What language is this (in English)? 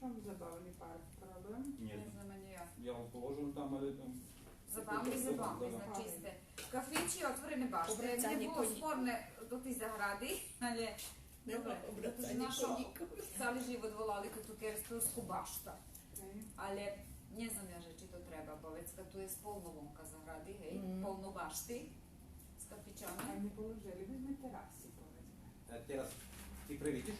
Rusyn